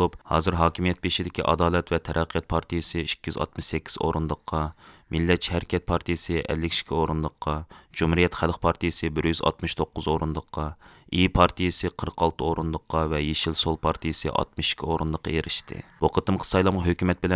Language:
Uyghur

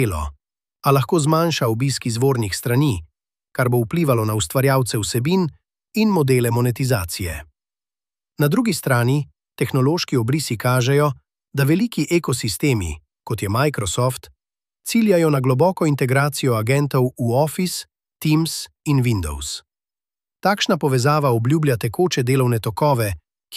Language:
Slovenian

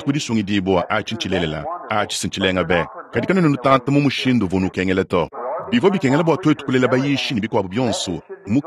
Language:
Luba-Lulua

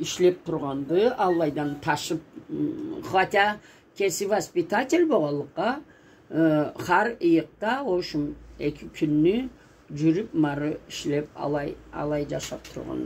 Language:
Karachay-Balkar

